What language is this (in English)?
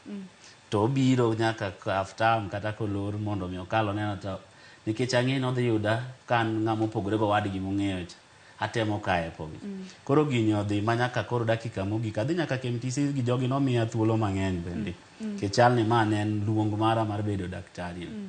Luo (Kenya and Tanzania)